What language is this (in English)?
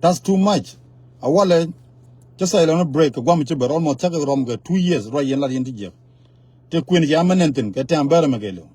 Nuer